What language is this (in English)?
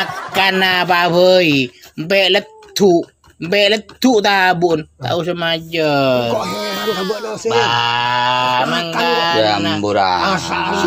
Madurese